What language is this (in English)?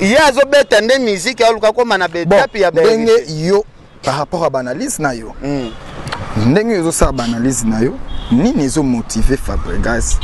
Lingala